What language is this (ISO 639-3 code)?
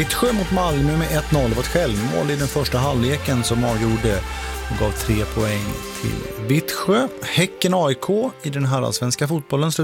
swe